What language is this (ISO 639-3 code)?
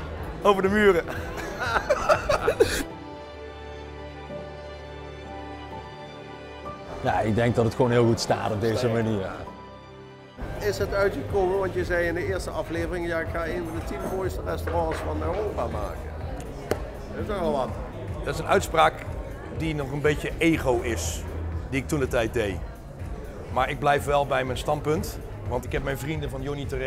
nld